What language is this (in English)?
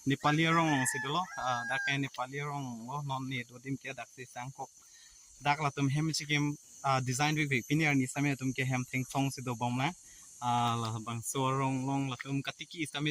Karbi